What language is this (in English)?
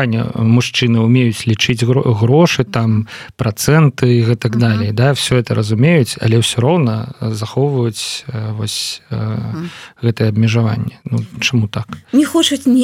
Belarusian